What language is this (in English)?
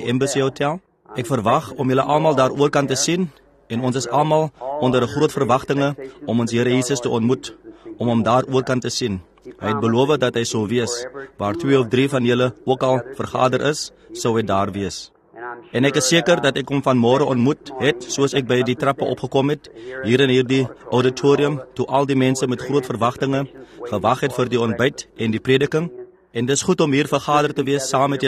Afrikaans